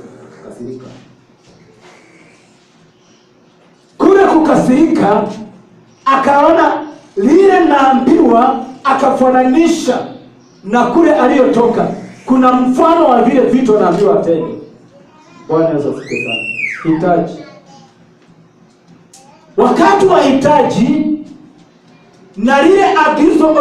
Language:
Swahili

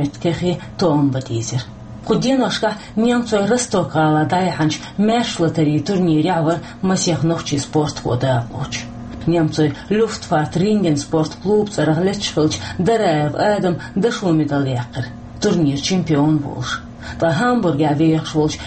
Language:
Chechen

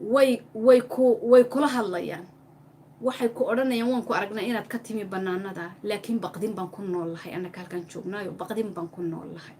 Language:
Somali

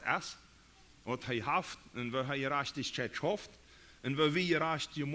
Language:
Plautdietsch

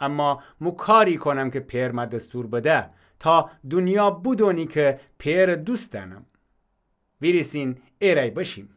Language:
Gilaki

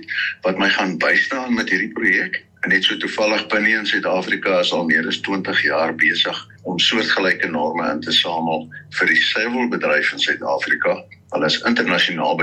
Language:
Afrikaans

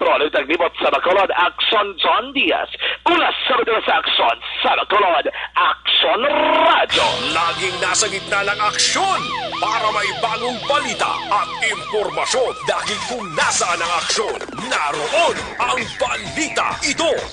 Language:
Hiligaynon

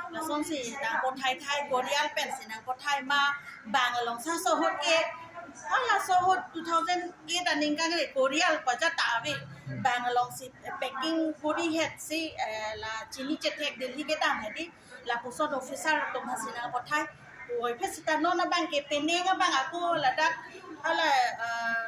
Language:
Karbi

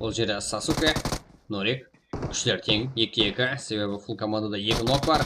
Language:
Kara-Kalpak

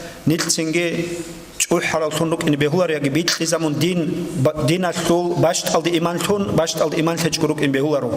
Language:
Avaric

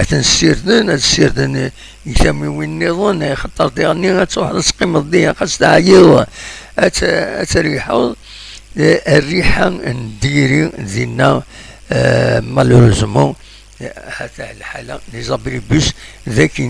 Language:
Kabyle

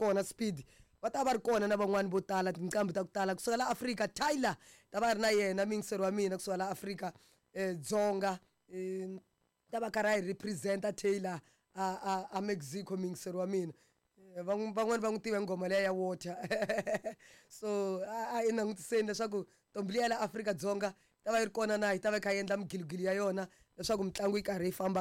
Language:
Tsonga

